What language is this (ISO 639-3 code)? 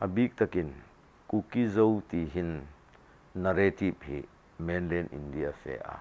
hmr